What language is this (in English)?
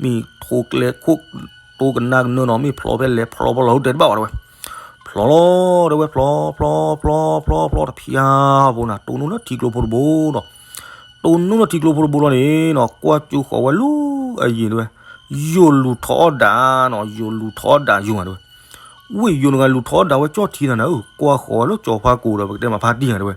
S'gaw Karen